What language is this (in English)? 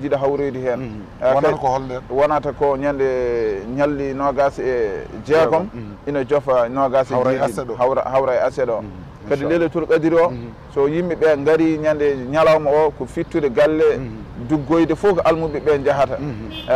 Fula